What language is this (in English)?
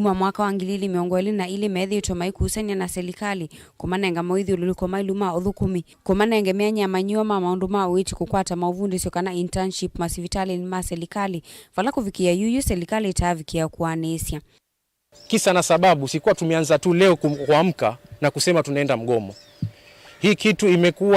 Kamba